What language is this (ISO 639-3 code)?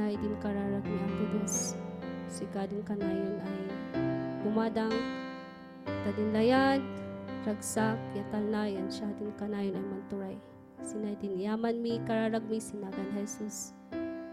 kne